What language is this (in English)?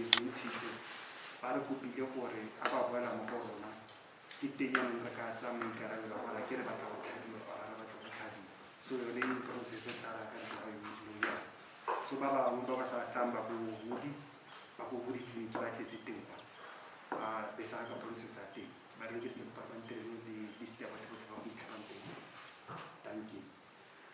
Tswana